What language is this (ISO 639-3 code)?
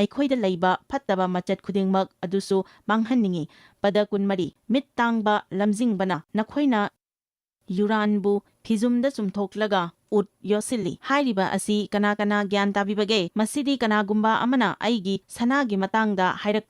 mni